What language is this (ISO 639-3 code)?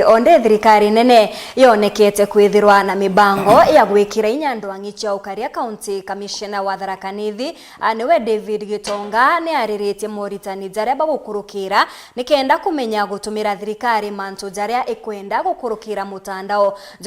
mer